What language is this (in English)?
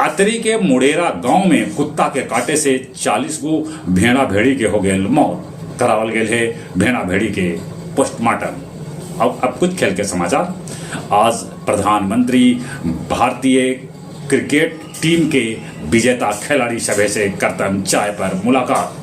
Magahi